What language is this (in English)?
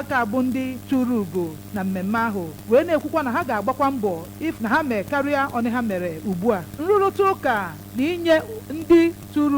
Igbo